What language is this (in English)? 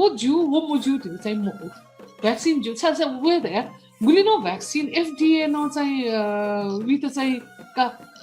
Newari